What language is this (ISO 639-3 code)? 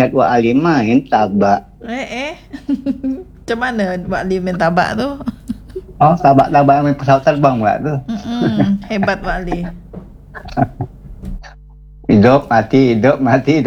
msa